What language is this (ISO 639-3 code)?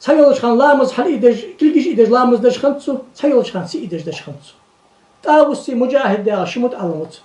inh